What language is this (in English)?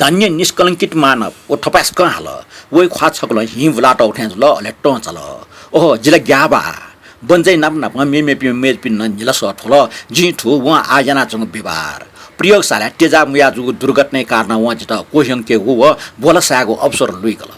Newari